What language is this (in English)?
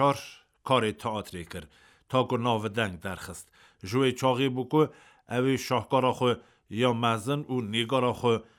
Kurdish